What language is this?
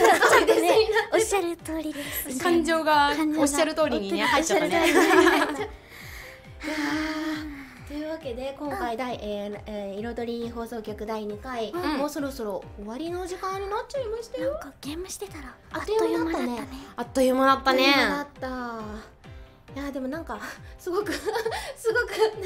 Japanese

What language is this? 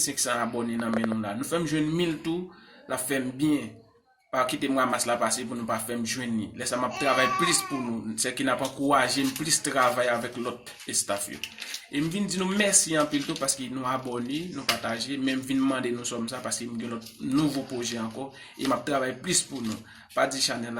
Haitian Creole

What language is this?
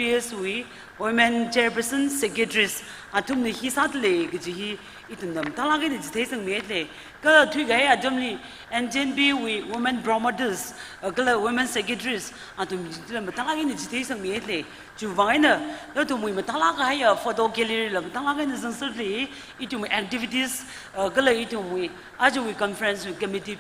Tangkhul Naga (India)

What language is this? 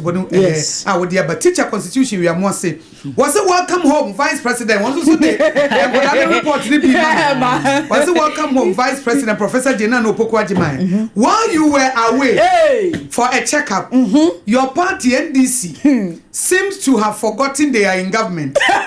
Akan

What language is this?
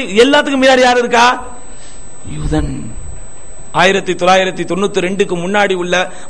Tamil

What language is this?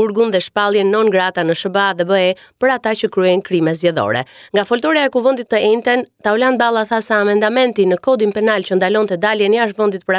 Albanian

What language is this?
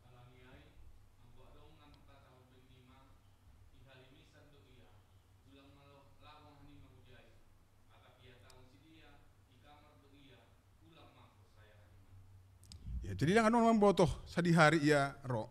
Batak Simalungun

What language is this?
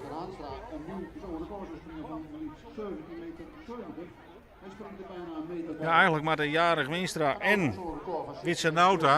Western Frisian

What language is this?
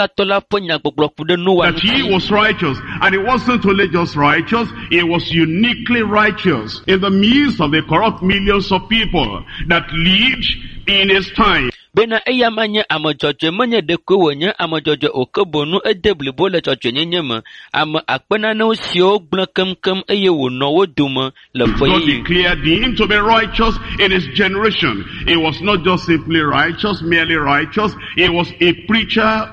Ewe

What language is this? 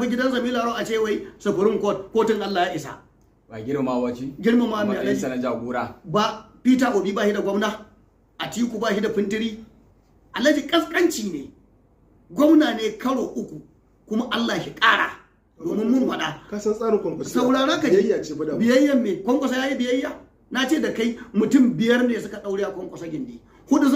Hausa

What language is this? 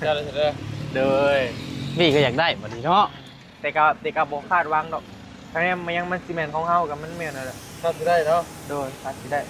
Northeastern Thai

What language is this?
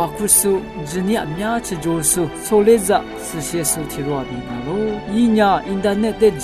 Lisu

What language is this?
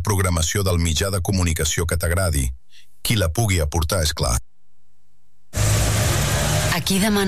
Catalan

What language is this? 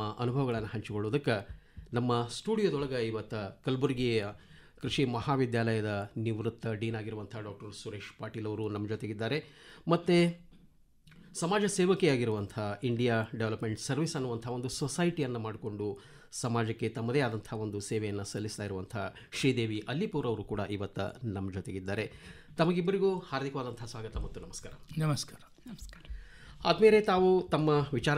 Kannada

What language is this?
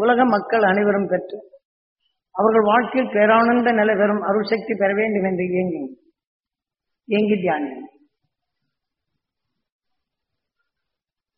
Tamil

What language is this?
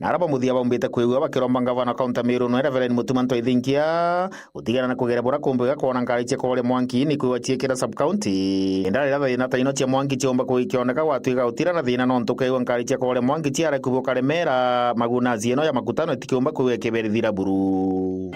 Meru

